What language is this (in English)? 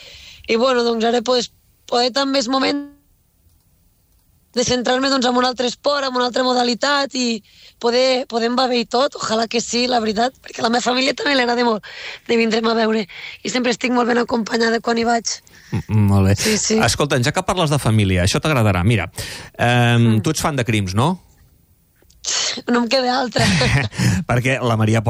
Catalan